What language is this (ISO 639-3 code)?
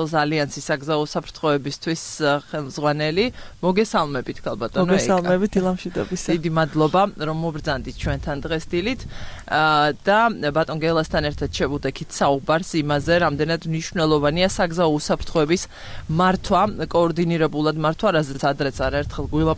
kat